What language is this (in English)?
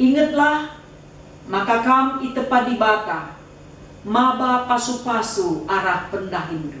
Batak Karo